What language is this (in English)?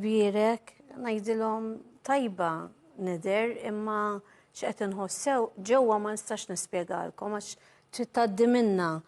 Maltese